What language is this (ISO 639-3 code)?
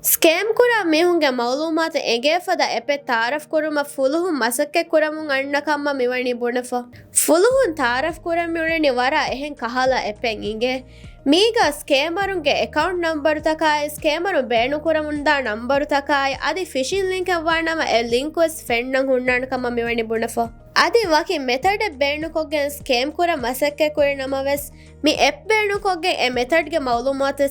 div